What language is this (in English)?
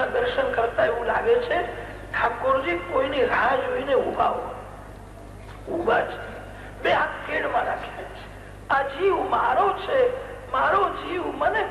Gujarati